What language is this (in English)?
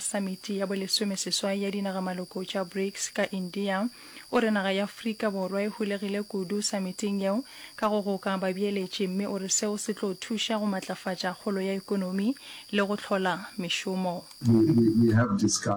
Northern Sotho